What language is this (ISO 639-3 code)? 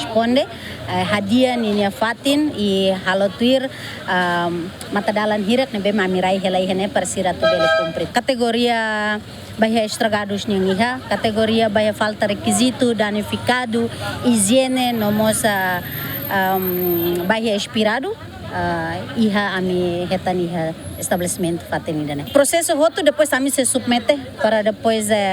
tet